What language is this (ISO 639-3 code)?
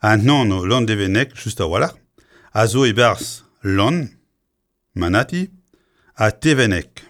bre